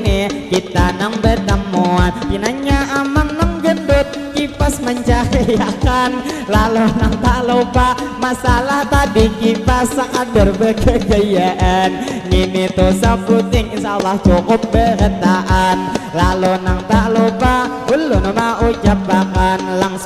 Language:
Banjar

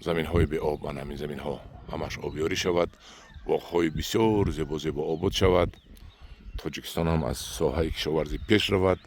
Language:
Tajik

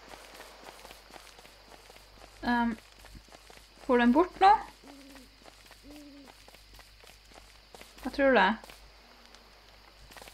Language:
Norwegian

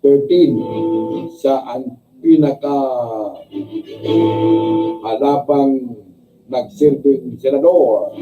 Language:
Bikol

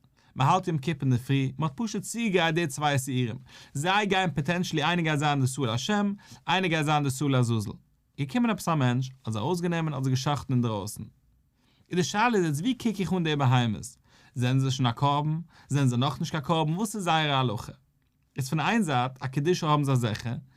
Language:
Yiddish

